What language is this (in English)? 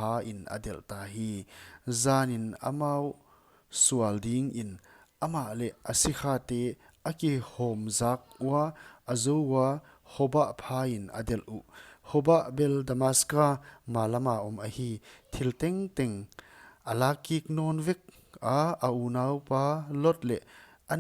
Paite Chin